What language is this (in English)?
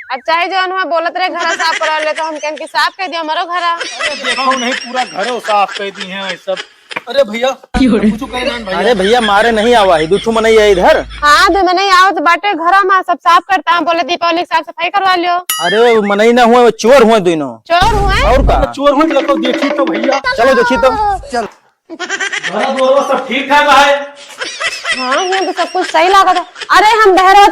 Awadhi